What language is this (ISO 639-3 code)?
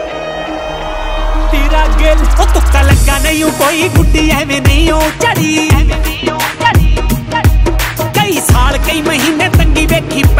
pan